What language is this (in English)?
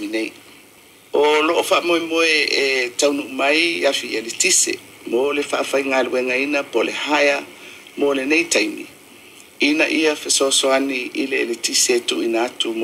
Samoan